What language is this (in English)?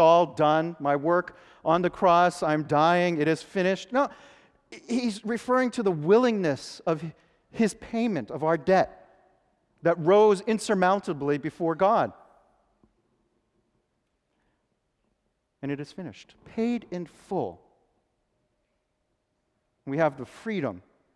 English